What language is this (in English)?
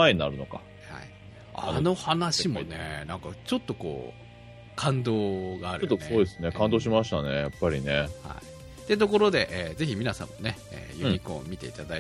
Japanese